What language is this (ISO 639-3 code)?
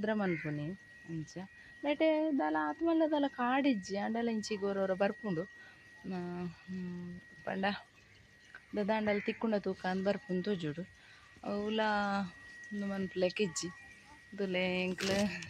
tcy